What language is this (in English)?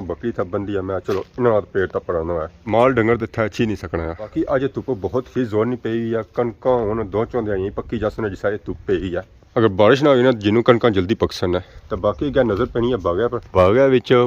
Pahari-Potwari